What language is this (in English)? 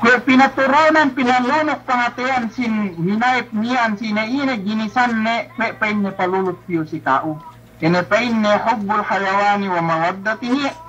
Yakan